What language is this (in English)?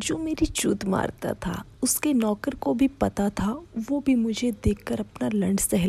Hindi